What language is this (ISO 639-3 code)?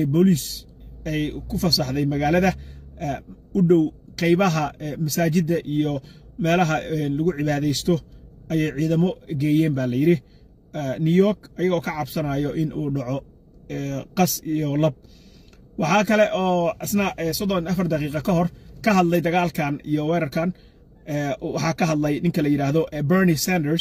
som